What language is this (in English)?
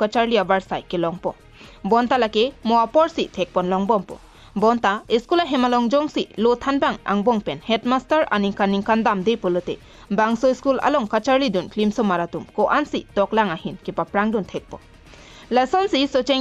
Karbi